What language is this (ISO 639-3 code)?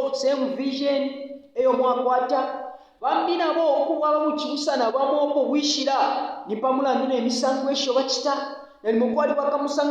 bem